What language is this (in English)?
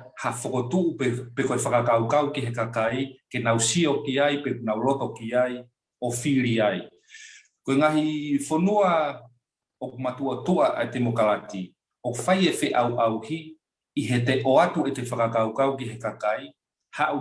Tongan